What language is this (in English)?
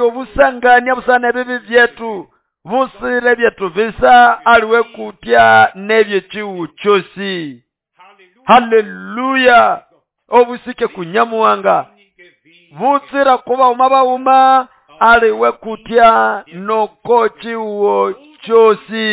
Nande